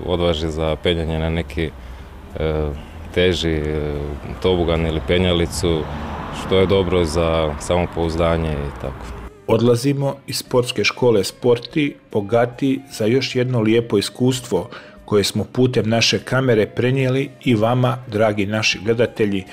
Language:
Croatian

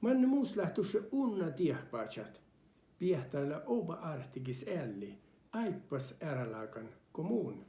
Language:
Northern Sami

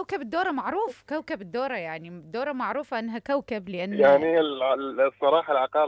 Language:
Mesopotamian Arabic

